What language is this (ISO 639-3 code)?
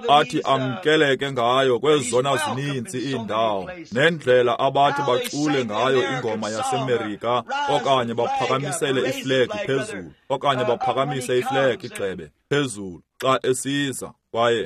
xho